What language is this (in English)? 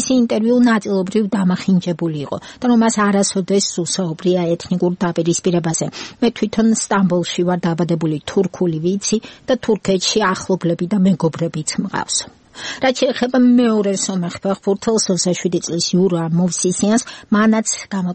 Georgian